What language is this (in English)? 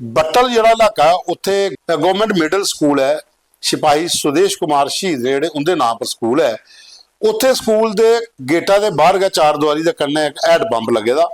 Dogri